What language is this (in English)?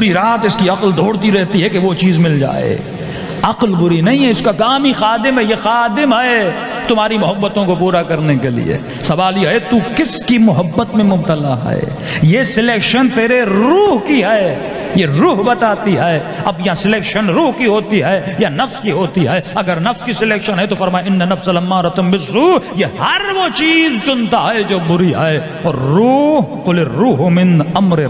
Urdu